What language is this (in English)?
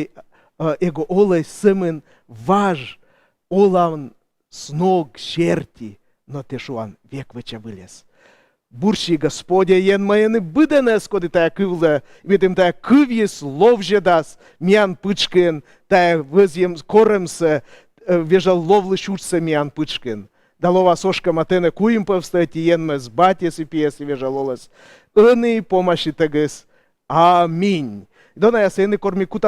Komi